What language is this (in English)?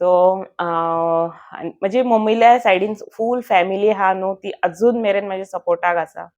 Konkani